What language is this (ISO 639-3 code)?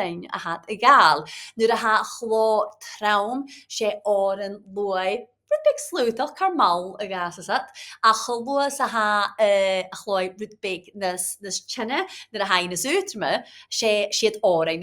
gla